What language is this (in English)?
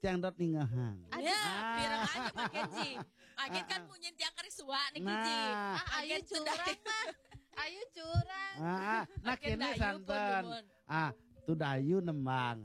Balinese